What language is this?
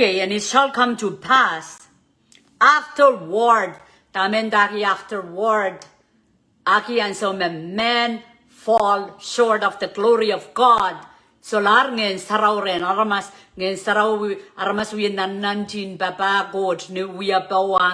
Pohnpeian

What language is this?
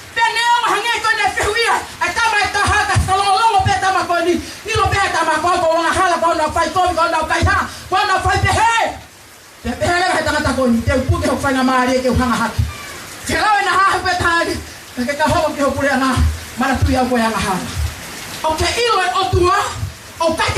Tongan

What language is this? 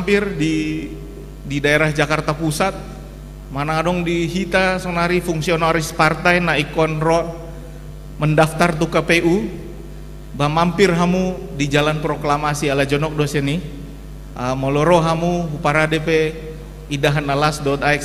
Batak Toba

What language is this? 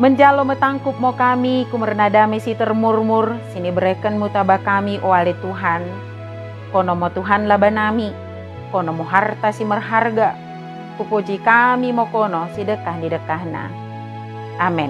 Batak Dairi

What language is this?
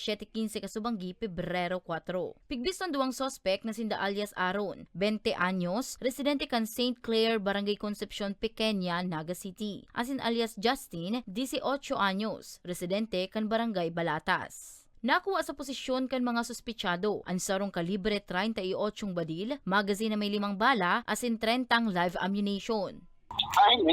Bikol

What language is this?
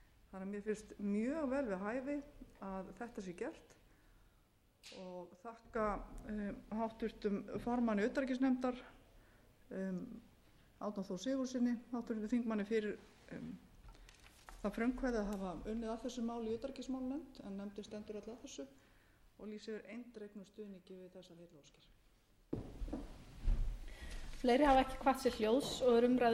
Icelandic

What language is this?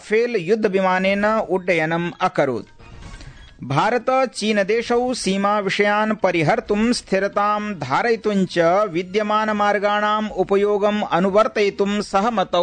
Sanskrit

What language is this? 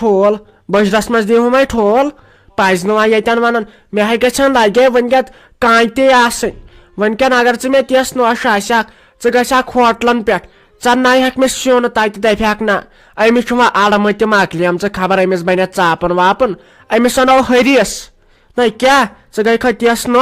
Kashmiri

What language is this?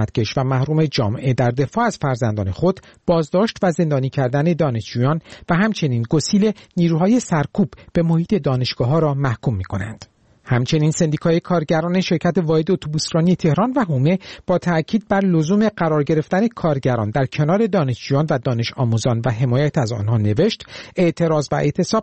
Persian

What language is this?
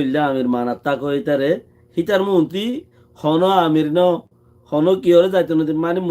Rohingya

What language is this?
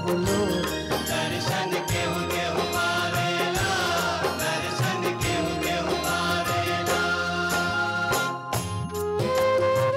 Bhojpuri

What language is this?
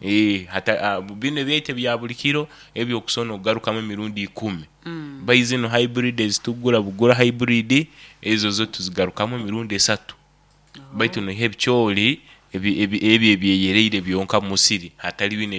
Nyoro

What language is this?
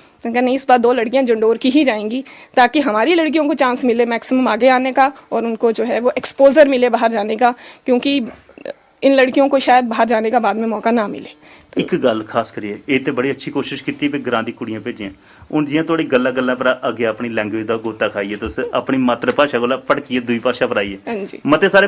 Dogri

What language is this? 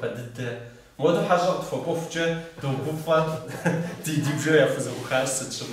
Kabardian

